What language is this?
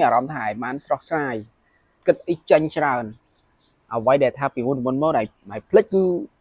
Khmer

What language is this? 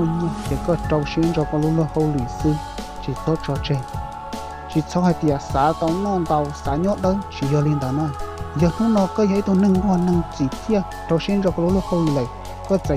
Hmong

